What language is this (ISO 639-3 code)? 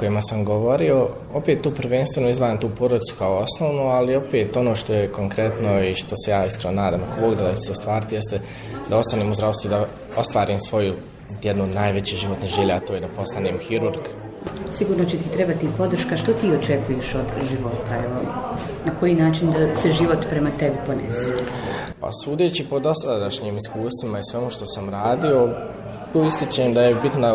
bos